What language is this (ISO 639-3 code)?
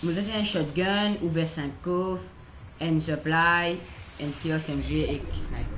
mfe